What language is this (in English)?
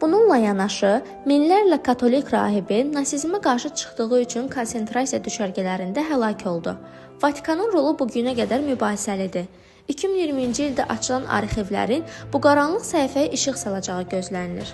Azerbaijani